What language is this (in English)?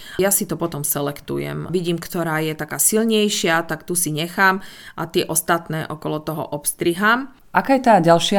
Slovak